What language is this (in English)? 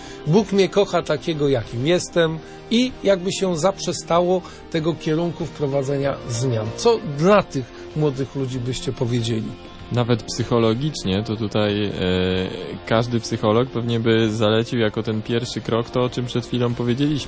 Polish